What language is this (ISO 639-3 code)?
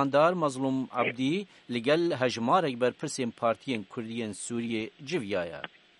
kur